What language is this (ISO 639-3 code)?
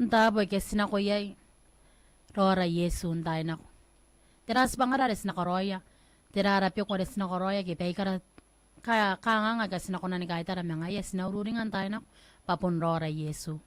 gil